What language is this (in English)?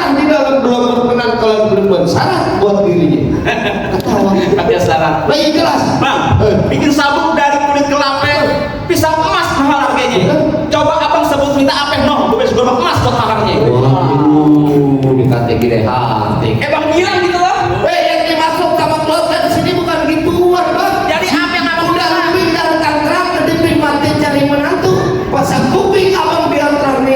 Betawi